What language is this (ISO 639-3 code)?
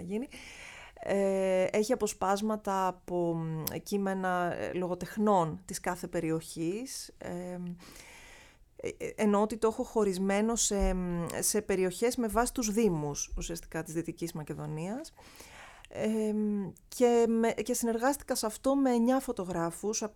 ell